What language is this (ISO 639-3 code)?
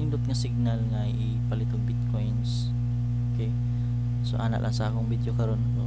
ceb